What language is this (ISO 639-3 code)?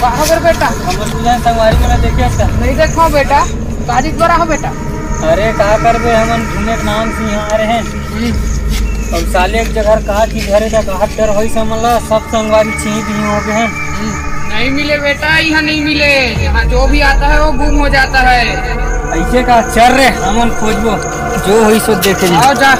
hne